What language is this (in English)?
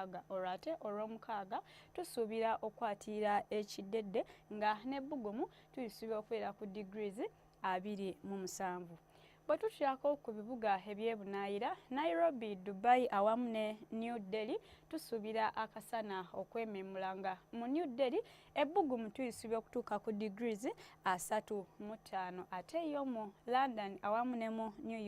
Ganda